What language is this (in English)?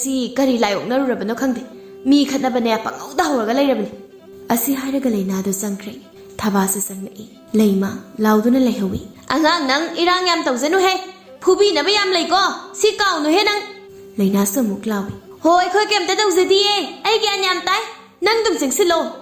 Manipuri